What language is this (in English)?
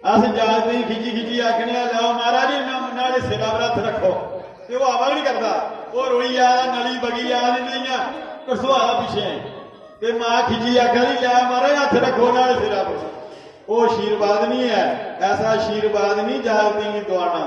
Dogri